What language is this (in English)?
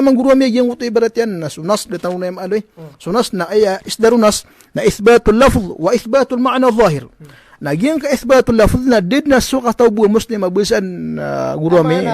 Maranao